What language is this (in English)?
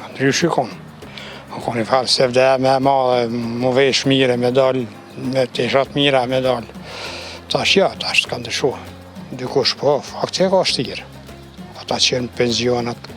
Albanian